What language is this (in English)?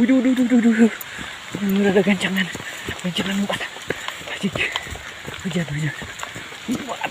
Sundanese